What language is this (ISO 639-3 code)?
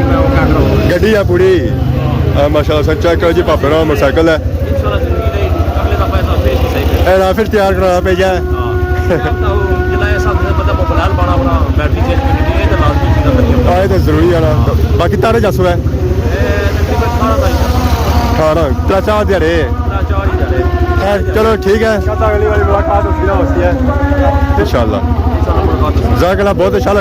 phr